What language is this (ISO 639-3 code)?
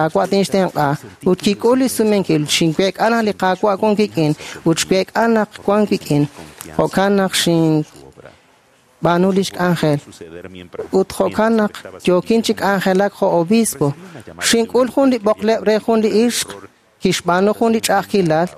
kek